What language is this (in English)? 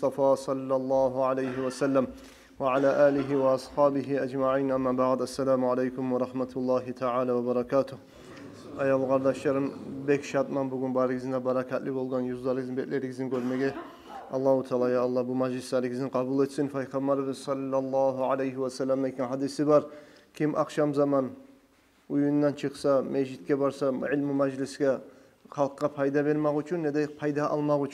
Kumyk